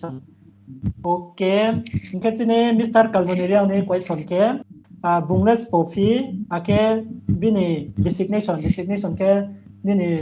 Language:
Riang (India)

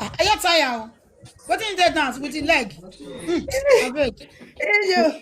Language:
Nigerian Pidgin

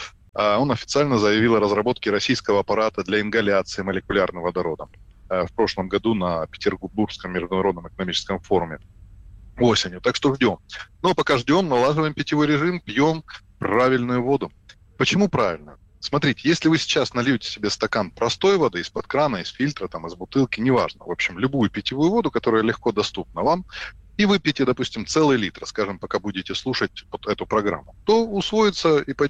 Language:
Russian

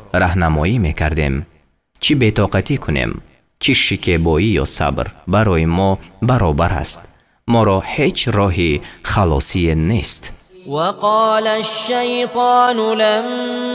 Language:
Persian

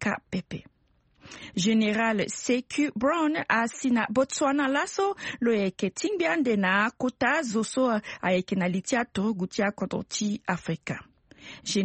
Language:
Sango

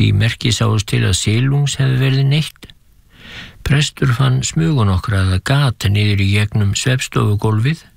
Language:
Icelandic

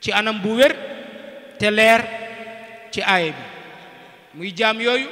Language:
Wolof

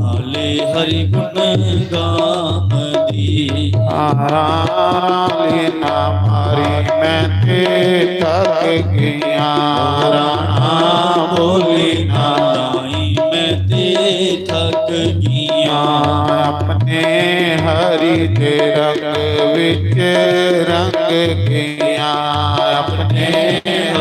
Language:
Dogri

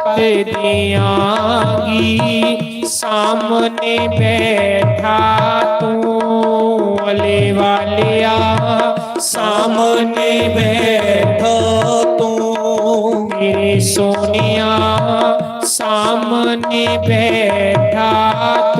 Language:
Dogri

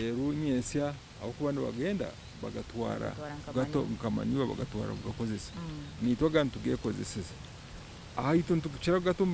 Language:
Nyankole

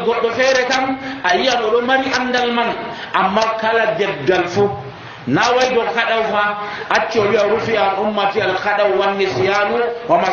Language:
Nigerian Fulfulde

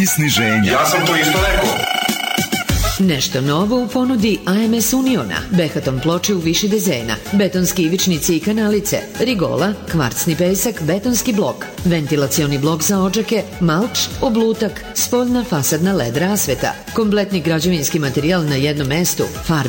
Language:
Serbian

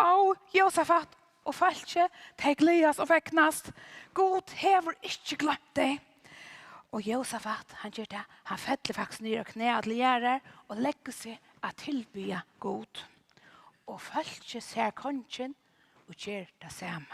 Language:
Faroese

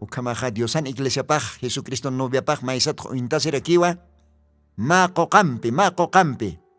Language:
Aymara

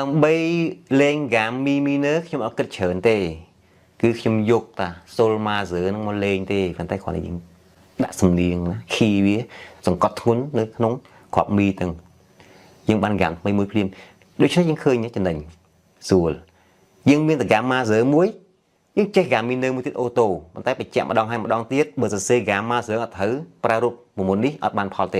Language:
Khmer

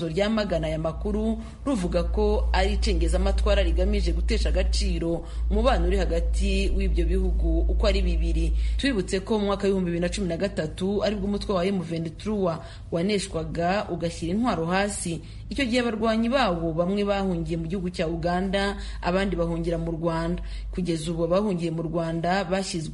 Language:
Kinyarwanda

